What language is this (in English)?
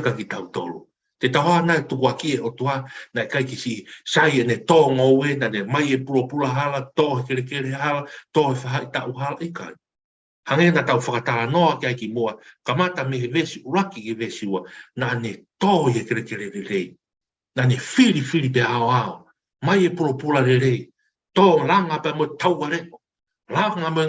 Tongan